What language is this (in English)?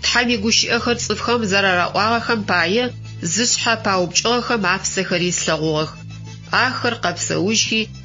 Adyghe